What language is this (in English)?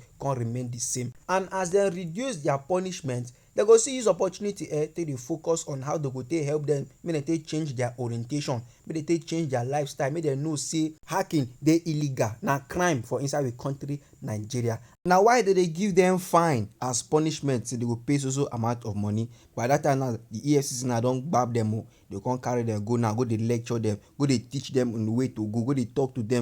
Nigerian Pidgin